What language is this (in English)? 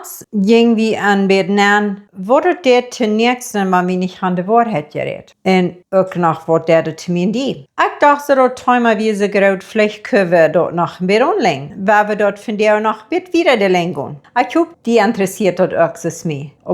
Plautdietsch